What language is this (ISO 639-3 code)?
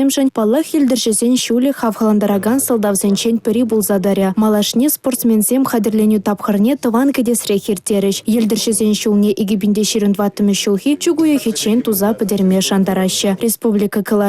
chv